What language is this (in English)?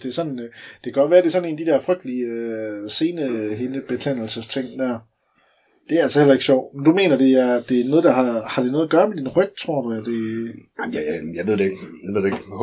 Danish